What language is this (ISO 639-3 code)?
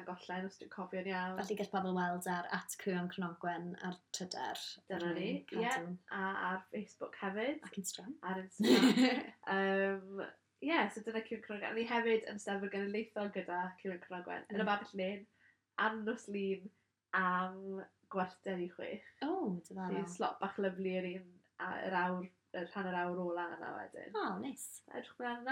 cym